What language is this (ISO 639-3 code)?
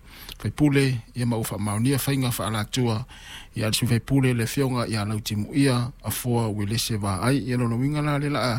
smo